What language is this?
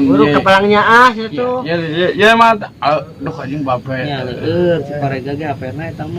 Sundanese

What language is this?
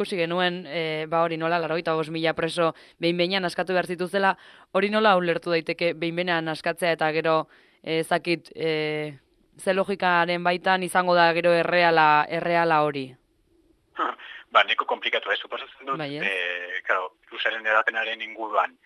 Basque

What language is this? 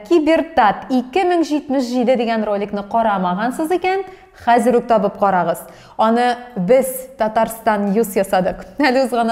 Tatar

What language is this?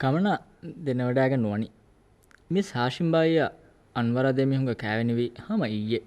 Divehi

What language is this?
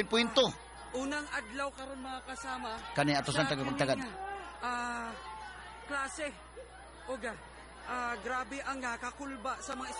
Cebuano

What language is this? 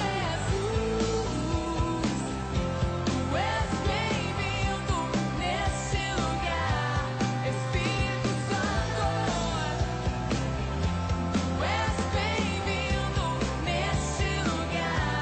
Portuguese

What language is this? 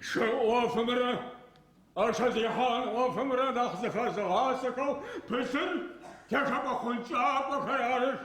Adyghe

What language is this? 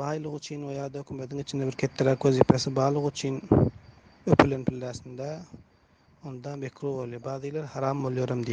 Turkmen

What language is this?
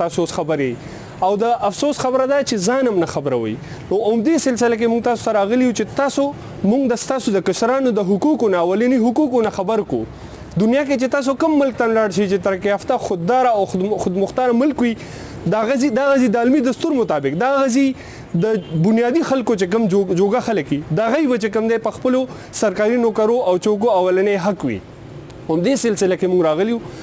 Pashto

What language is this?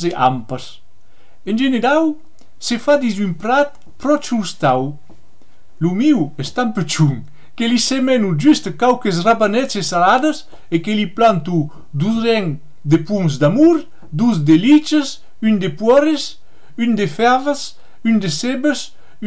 Occitan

